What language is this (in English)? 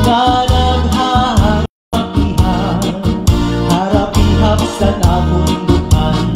Waray